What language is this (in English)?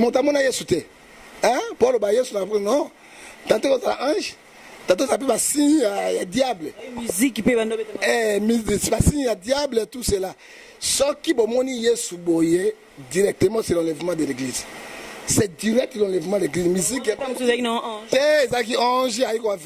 Lingala